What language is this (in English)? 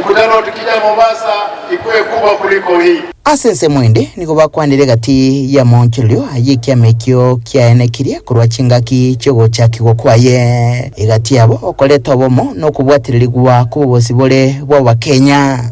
Gusii